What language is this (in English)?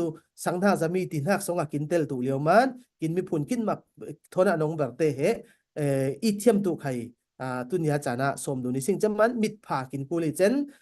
Falam Chin